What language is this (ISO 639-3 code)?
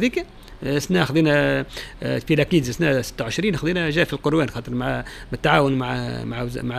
aeb